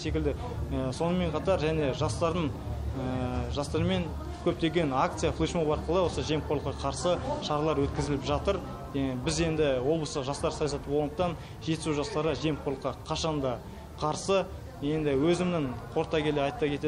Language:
Kazakh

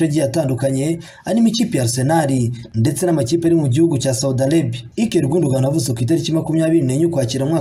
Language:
Kinyarwanda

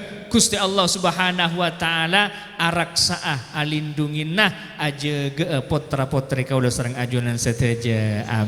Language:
Madurese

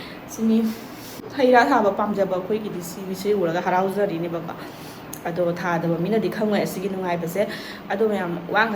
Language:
Manipuri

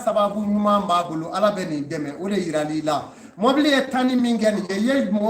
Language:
Bambara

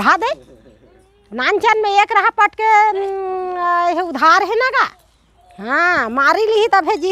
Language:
Chhattisgarhi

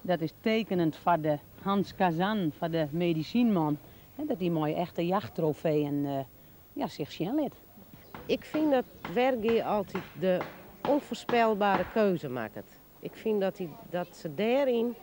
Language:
Western Frisian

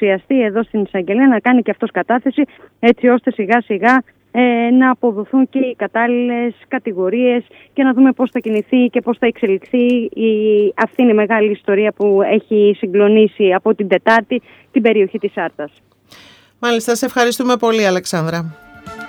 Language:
Greek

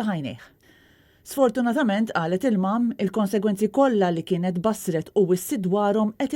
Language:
Maltese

